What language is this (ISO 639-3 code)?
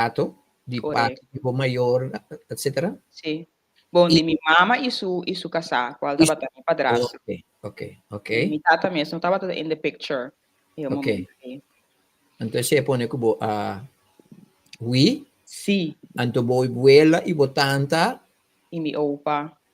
pap